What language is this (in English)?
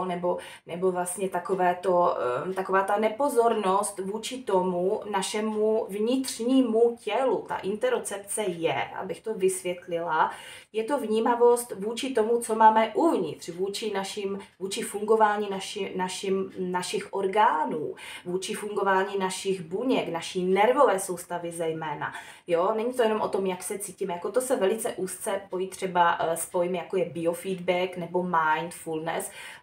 Czech